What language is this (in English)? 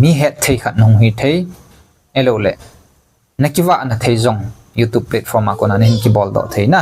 Thado Chin